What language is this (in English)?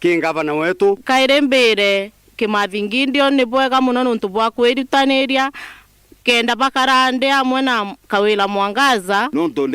Meru